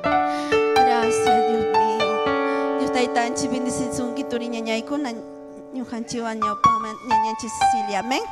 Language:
Ayacucho Quechua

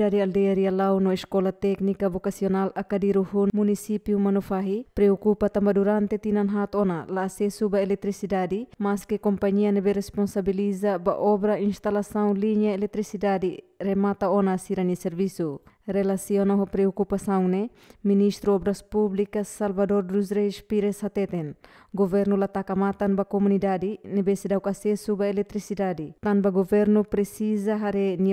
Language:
Tetum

